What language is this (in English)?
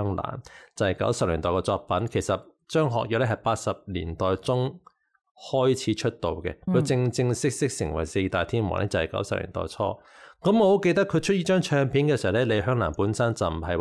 Cantonese